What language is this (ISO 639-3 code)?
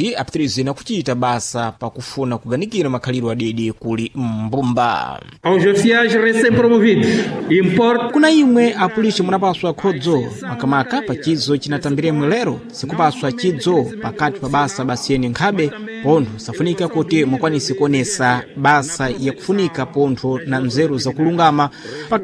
seh